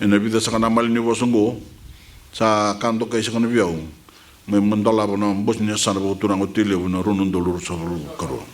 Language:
Fijian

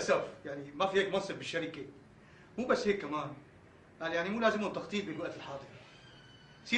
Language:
North Levantine Arabic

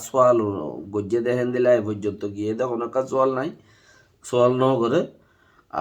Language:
Rohingya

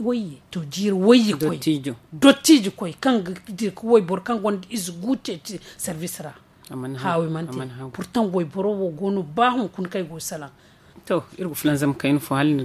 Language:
Zarma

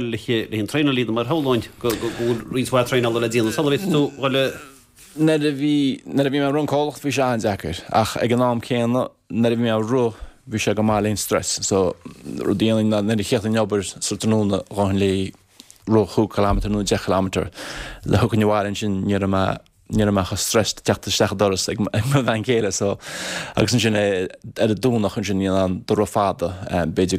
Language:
Irish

